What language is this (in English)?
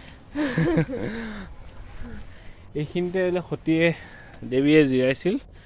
Assamese